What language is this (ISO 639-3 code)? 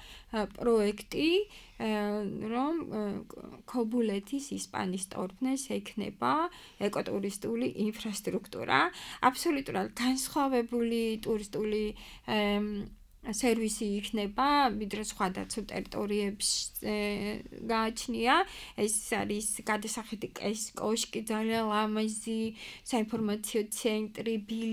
kat